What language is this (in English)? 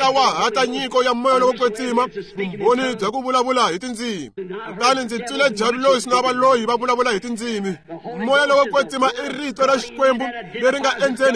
Tsonga